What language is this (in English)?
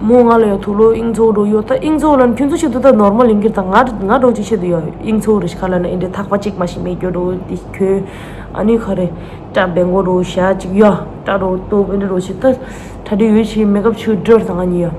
Tibetan